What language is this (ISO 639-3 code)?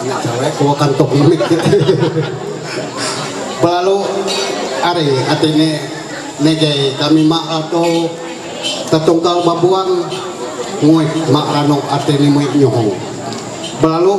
mhy